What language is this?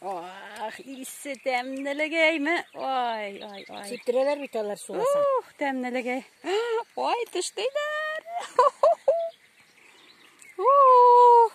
Tatar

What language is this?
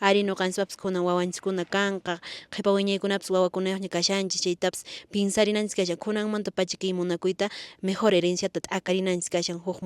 Quechua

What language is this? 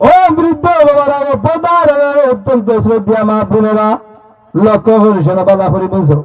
Sylheti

